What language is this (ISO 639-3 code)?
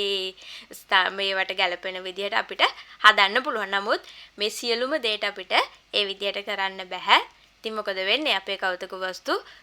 sin